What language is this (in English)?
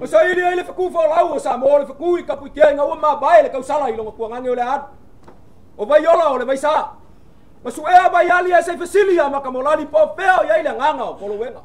Samoan